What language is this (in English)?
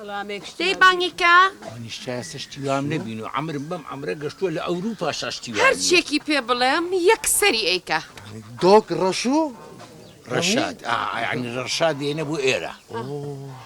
Central Kurdish